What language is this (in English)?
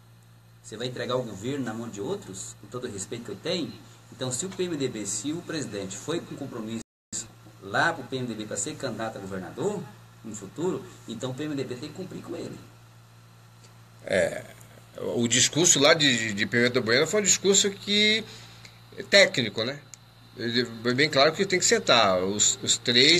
Portuguese